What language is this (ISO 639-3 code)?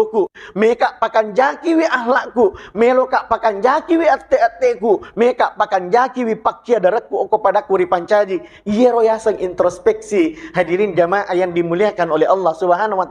bug